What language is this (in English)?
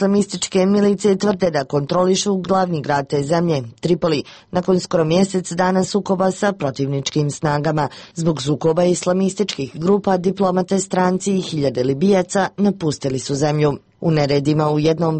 Bosnian